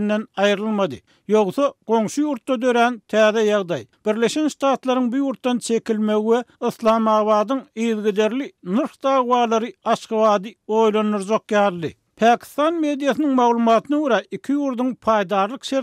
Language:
Turkmen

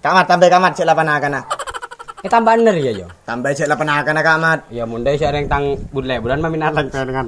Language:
Madurese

